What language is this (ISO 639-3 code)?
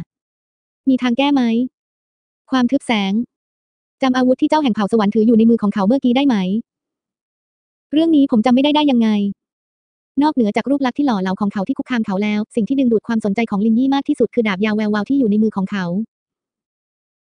tha